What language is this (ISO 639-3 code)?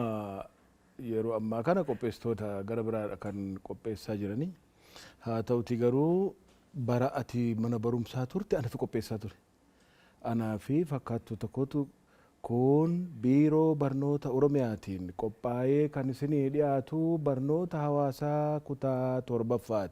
orm